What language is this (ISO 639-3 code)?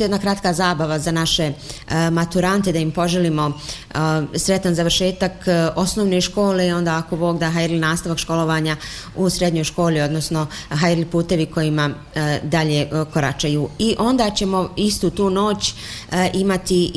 bos